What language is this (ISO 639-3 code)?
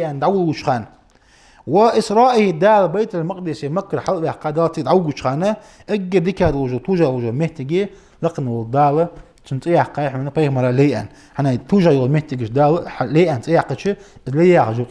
inh